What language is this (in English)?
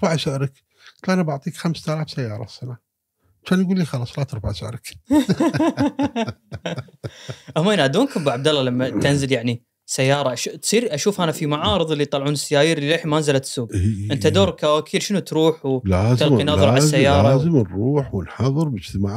Gulf Arabic